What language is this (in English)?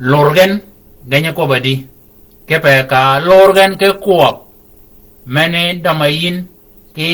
Shilluk